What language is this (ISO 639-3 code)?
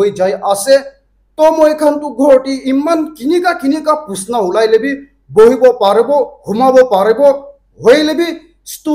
nag